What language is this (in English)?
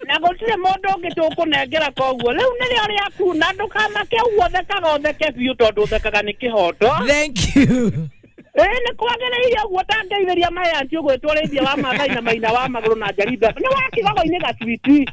Kikuyu